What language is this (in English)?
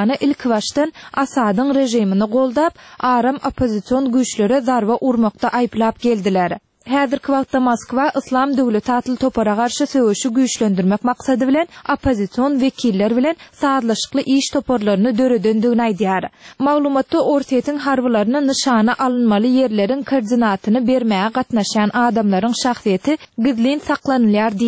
Turkmen